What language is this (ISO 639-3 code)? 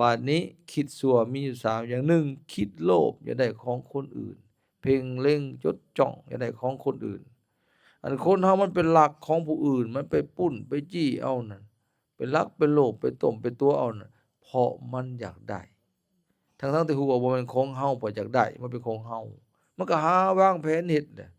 lao